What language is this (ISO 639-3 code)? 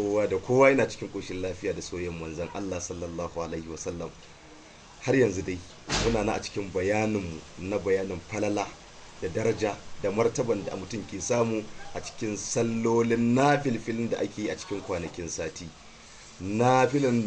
hau